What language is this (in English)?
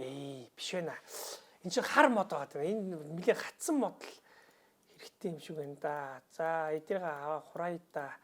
Mongolian